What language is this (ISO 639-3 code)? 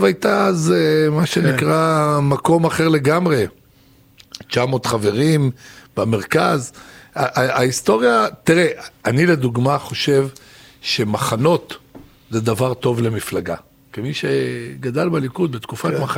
heb